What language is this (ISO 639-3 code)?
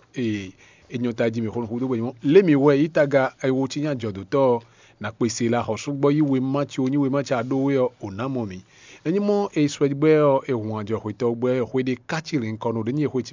fon